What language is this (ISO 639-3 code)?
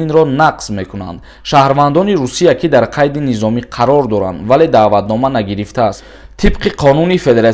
tgk